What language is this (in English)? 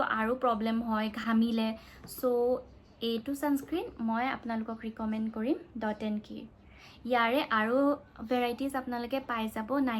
Assamese